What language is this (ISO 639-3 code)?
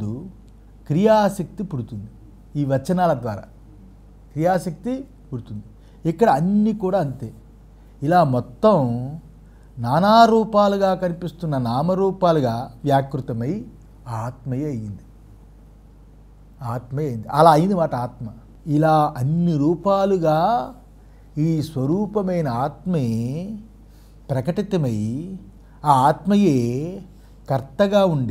tel